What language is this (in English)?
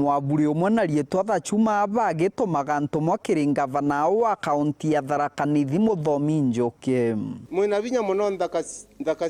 Meru